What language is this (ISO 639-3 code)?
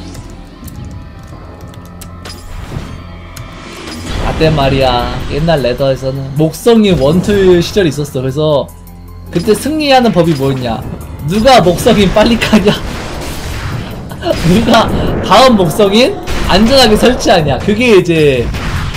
kor